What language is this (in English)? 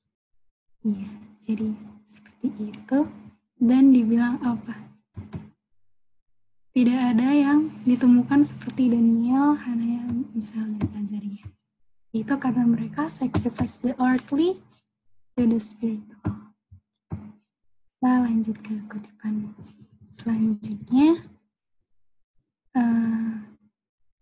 Indonesian